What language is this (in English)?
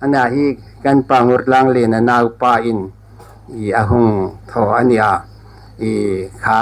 Hmar